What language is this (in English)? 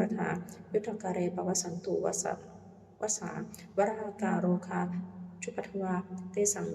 Pali